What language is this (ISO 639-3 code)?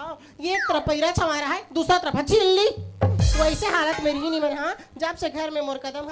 hne